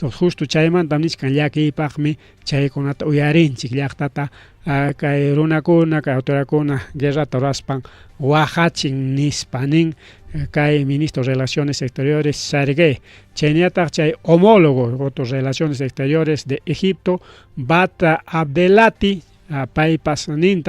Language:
Ayacucho Quechua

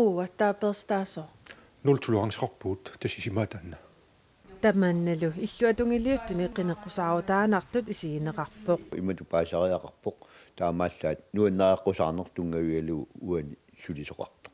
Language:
Kalaallisut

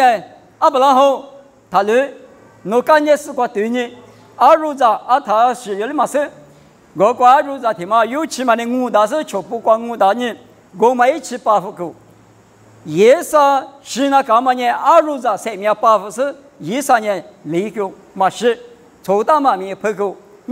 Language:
Lisu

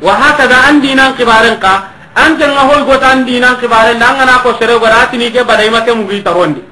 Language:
Soninke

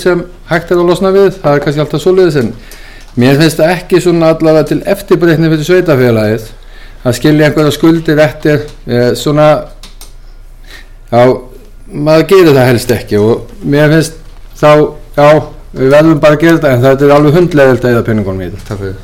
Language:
Icelandic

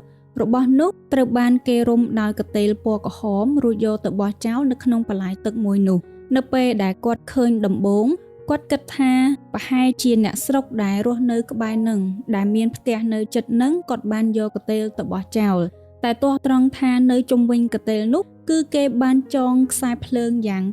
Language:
Khmer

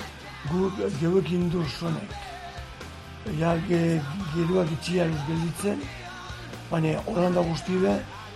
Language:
Basque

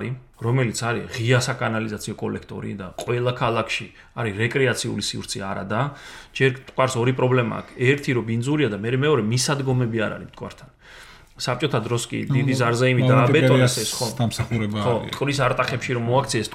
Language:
Georgian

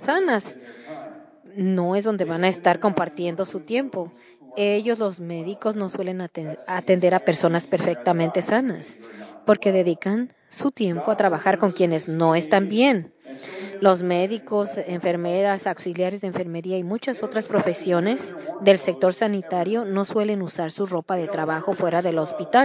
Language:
Spanish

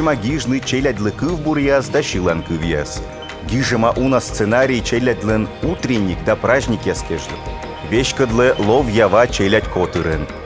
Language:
Komi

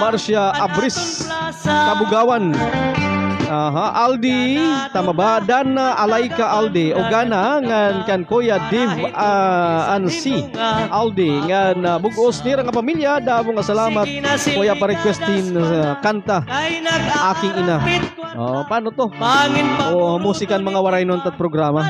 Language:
Waray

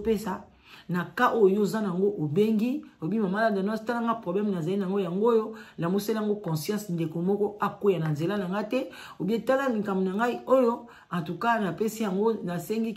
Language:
Lingala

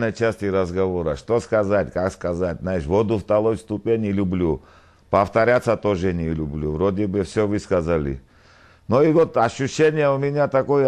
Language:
Russian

